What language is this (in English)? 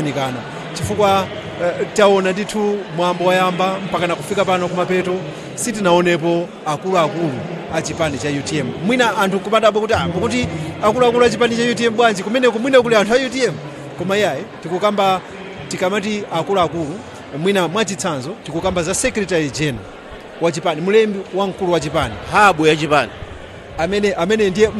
Nyanja